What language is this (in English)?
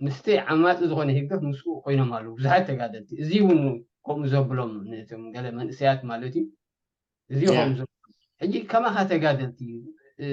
Tigrinya